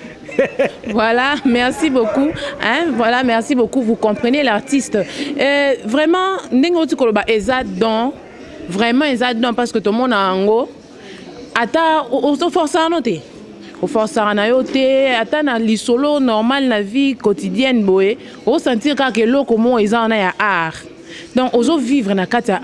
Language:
Lingala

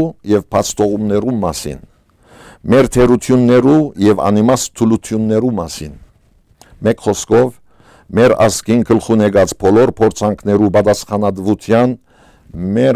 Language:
Western Armenian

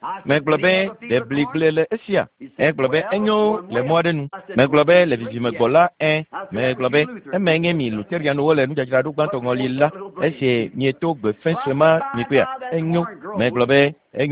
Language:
Ewe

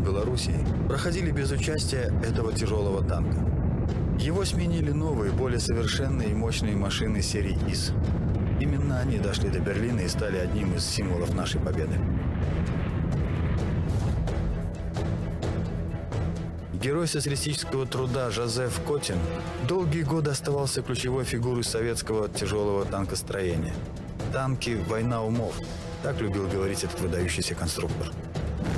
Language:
Russian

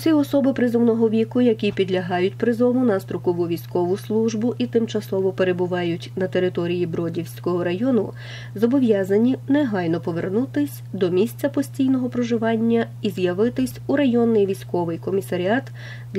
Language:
Ukrainian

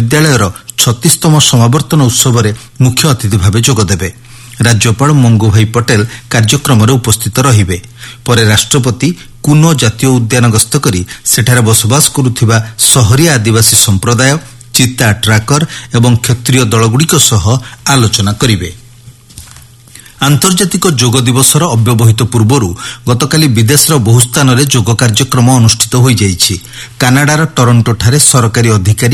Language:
Odia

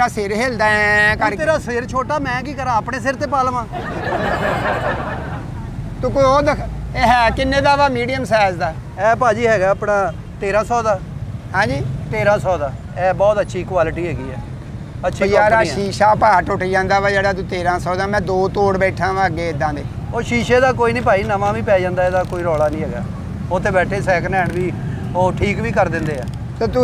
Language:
Punjabi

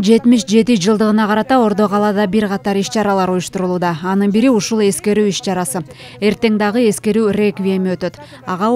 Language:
Kyrgyz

